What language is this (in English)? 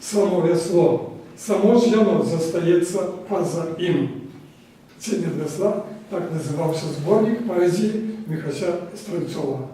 Belarusian